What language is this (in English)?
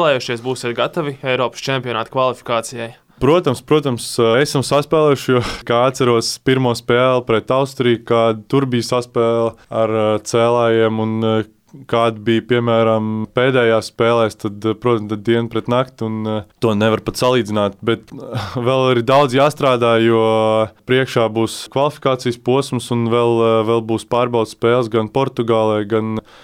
Latvian